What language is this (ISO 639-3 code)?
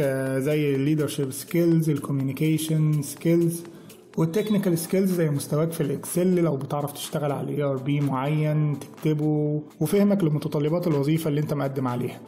arz